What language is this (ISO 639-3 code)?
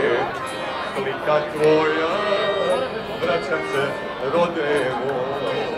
hrv